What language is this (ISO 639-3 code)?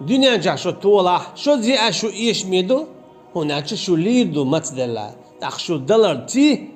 che